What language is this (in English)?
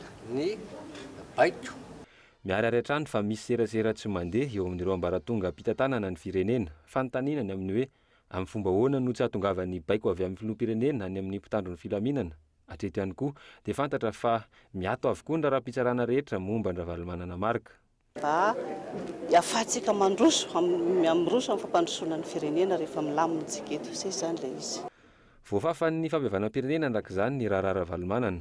Malagasy